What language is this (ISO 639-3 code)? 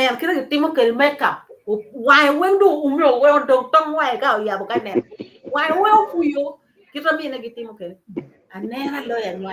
ach